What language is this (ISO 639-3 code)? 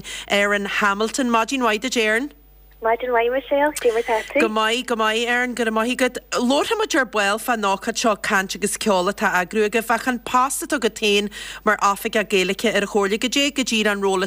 gle